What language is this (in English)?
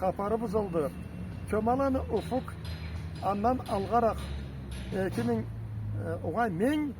Karachay-Balkar